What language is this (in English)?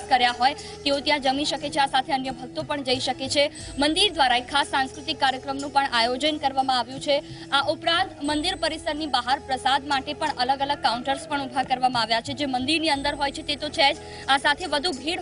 Gujarati